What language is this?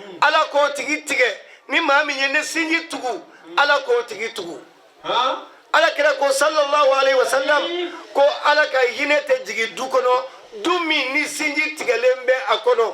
Bambara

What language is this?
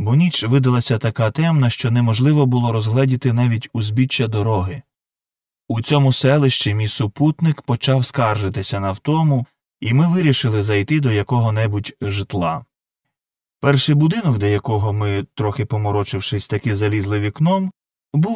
Ukrainian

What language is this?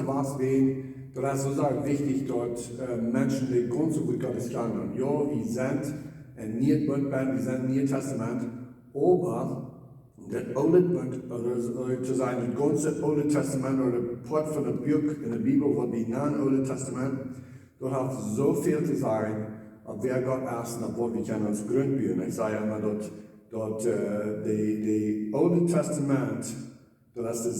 Plautdietsch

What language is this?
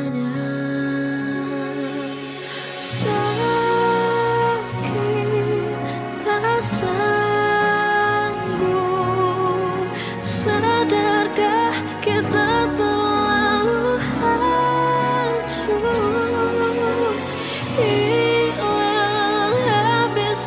Indonesian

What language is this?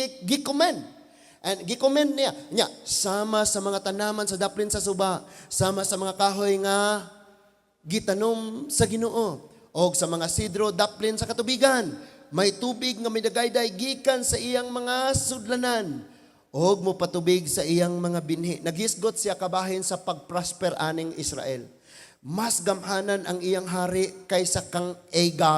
Cebuano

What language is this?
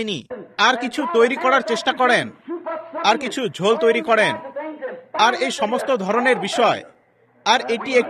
Bangla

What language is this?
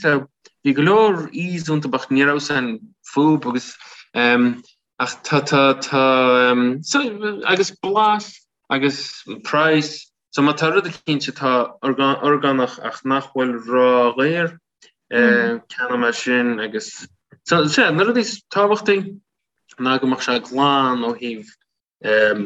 Irish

